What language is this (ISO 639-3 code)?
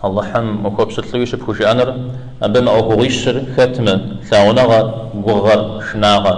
kbd